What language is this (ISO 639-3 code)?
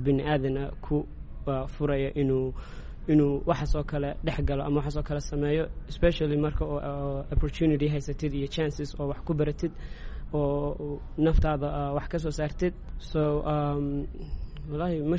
som